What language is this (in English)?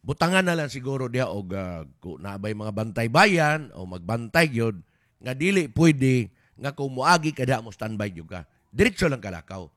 Cebuano